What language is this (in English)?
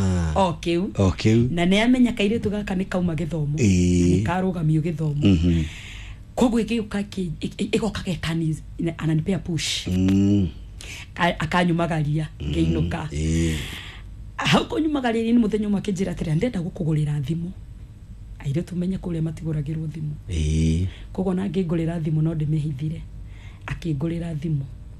Kikuyu